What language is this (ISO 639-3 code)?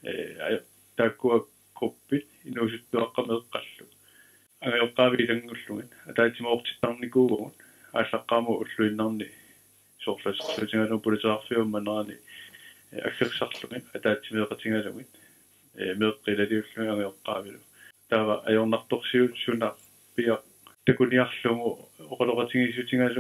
kal